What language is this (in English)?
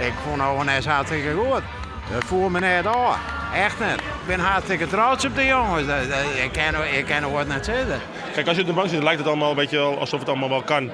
Western Frisian